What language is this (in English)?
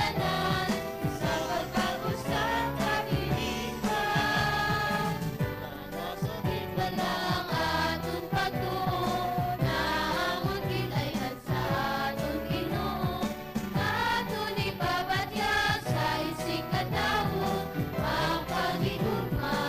Hiligaynon